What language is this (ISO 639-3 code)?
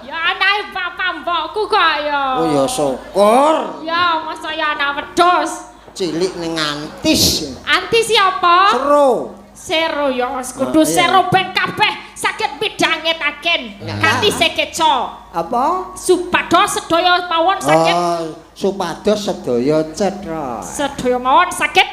jav